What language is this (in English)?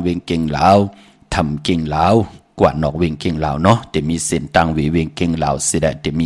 Shan